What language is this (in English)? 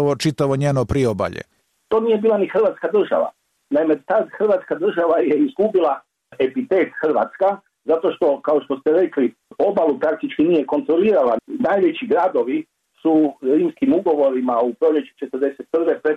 Croatian